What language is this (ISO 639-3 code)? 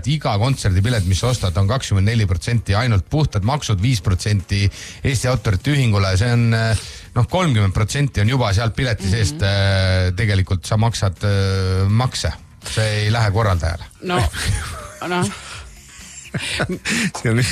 est